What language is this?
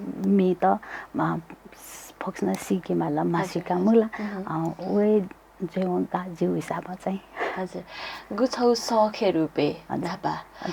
Newari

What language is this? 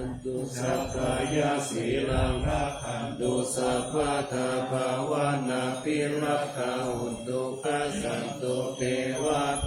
Pali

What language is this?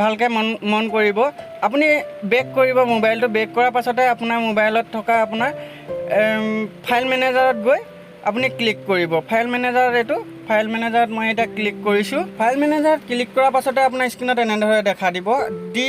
Assamese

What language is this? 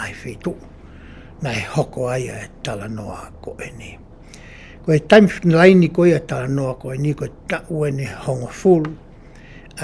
Tongan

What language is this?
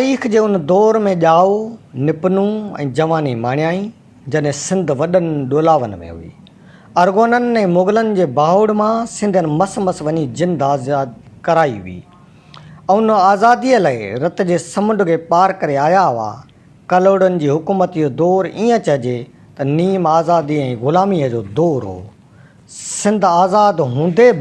Sindhi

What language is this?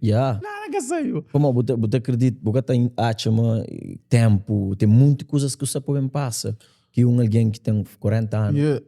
Kabuverdianu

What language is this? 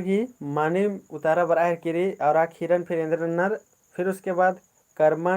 Kurukh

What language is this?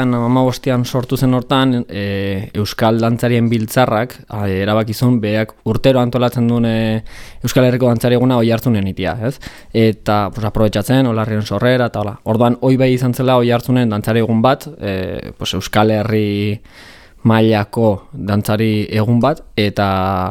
Basque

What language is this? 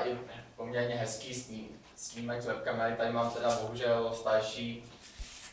Czech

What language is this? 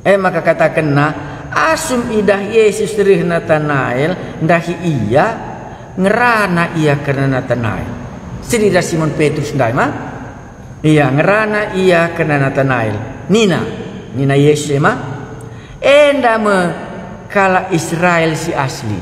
Batak Karo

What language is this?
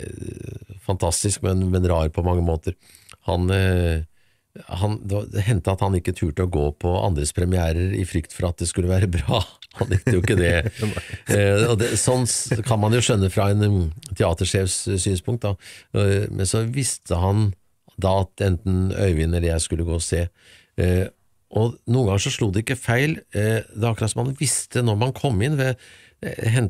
Norwegian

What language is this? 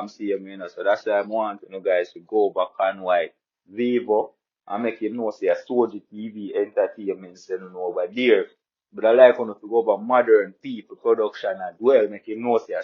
Jamaican Creole English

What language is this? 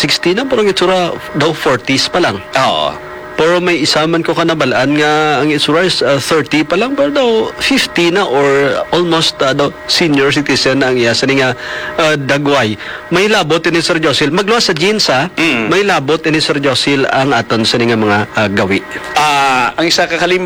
Hiligaynon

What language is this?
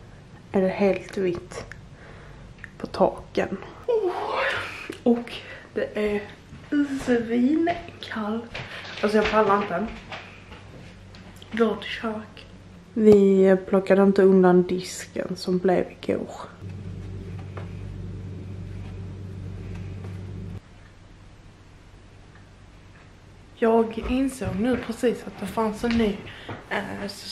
Swedish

